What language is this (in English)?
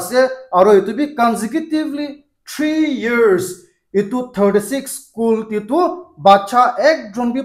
Naga Pidgin